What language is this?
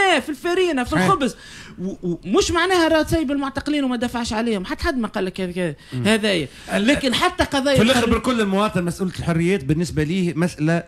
Tunisian Arabic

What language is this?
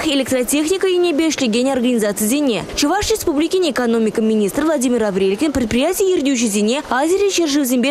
Chuvash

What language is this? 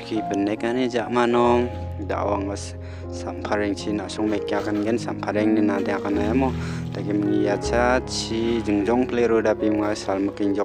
Garo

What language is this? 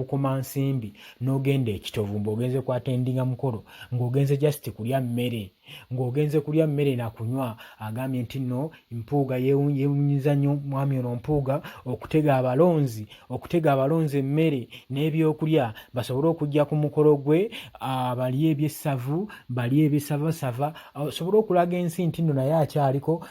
Ganda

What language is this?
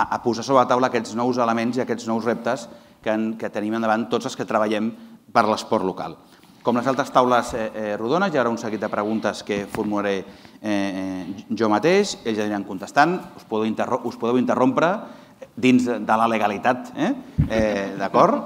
Catalan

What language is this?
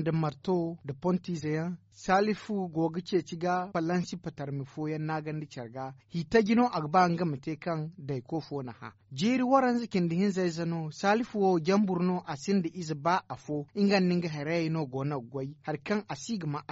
Zarma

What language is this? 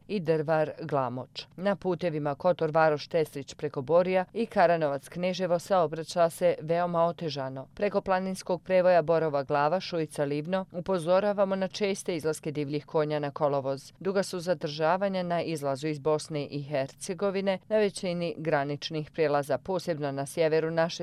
Croatian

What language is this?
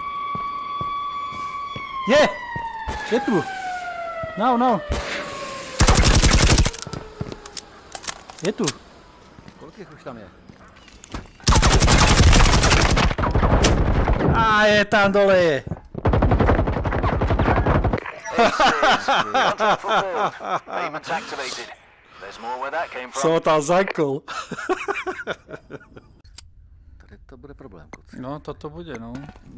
Slovak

